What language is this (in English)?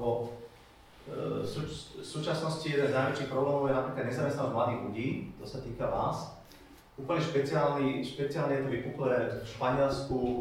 Slovak